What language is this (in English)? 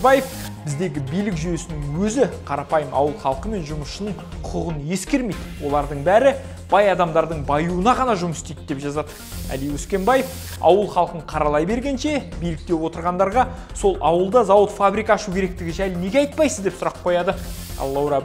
Kazakh